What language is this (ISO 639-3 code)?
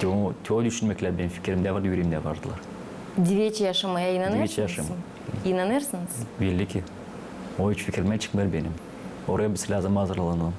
gag